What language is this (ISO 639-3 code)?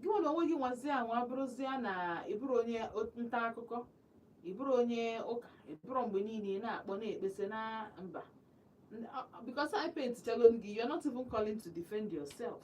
ibo